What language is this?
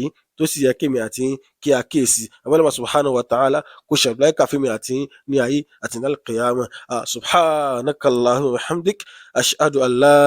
Yoruba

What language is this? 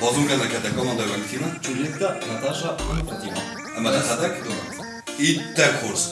Ossetic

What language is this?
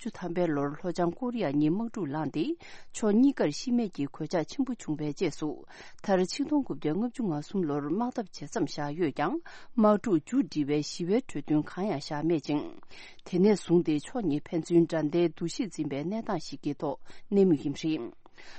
Tibetan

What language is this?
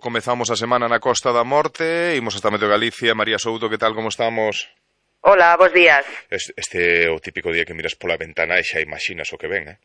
Galician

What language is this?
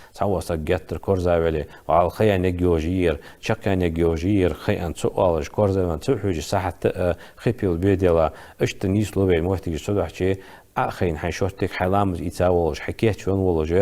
Ingush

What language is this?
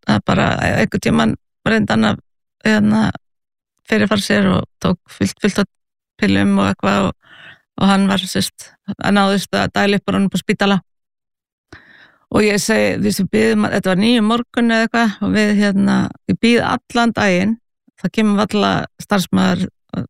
Icelandic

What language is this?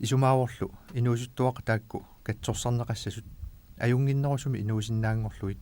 Kalaallisut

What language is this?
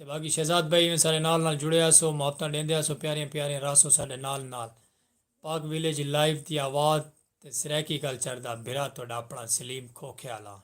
Saraiki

